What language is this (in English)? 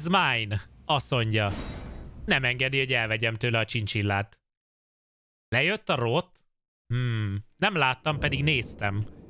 Hungarian